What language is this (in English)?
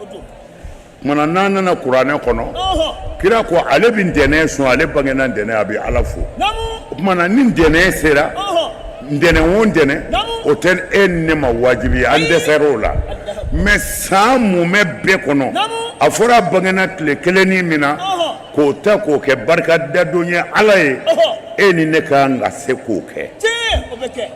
Bambara